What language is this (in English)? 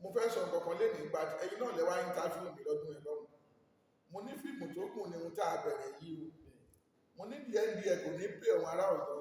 Yoruba